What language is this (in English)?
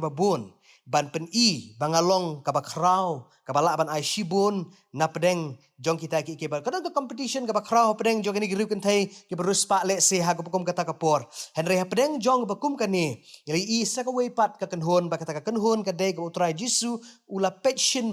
Khasi